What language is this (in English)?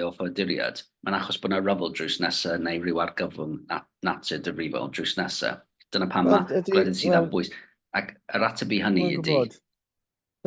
Welsh